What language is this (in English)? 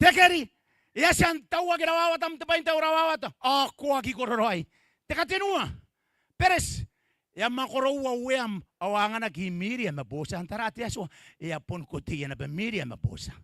Gilbertese